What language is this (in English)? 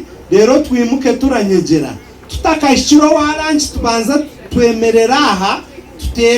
Nyankole